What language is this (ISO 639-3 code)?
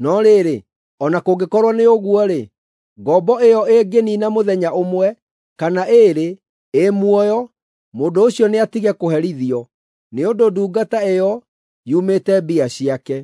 kik